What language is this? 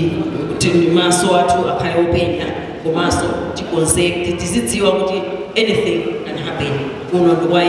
Nyanja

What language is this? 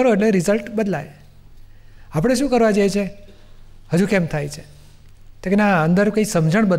Gujarati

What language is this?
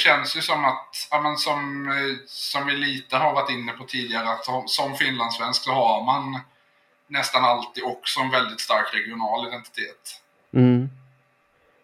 Swedish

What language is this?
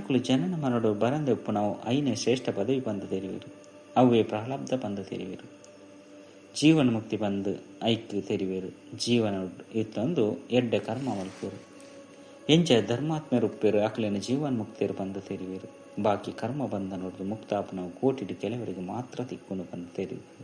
Tulu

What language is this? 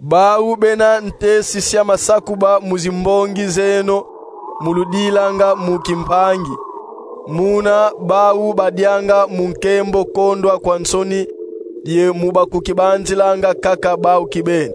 Kongo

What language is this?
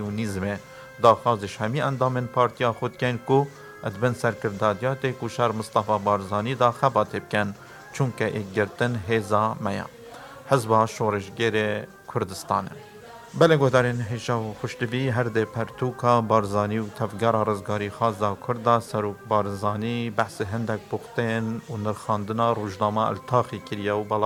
Kurdish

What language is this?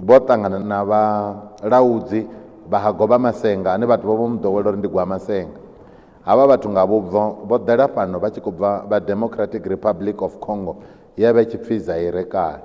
Venda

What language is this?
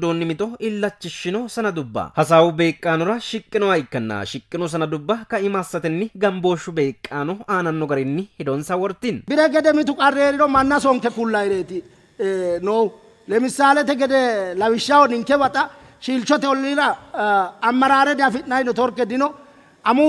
Sidamo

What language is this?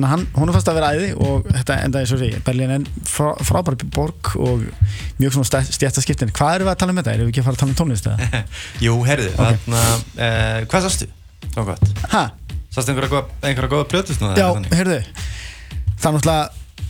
Icelandic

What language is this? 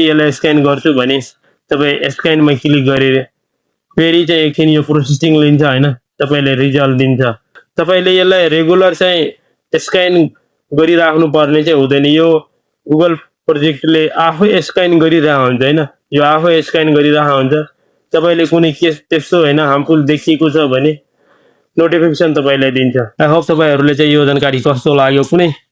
Nepali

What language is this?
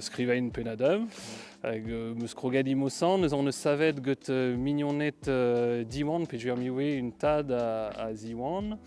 Breton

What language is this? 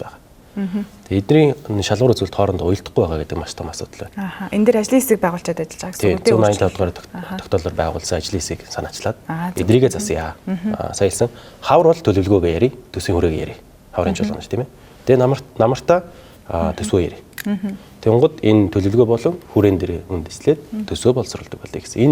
Mongolian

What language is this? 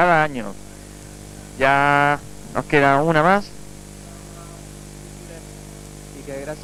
Spanish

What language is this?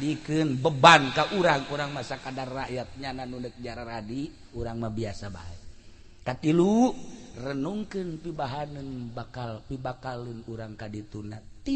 Sundanese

